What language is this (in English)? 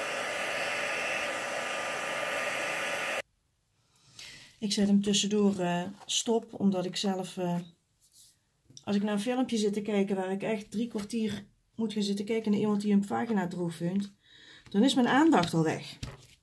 Dutch